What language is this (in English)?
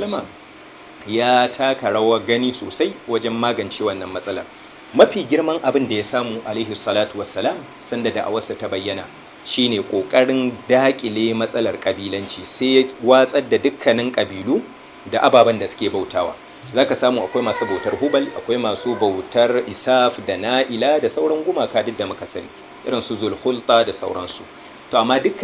Hausa